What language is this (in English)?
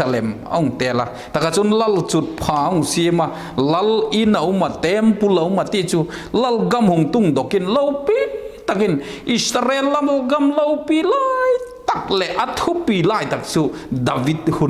Vaiphei